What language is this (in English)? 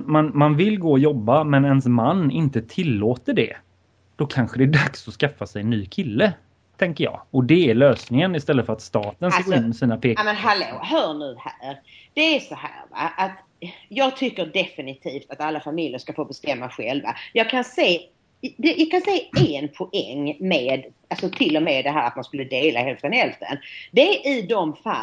Swedish